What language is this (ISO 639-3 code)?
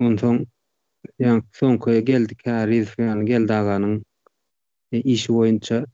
tuk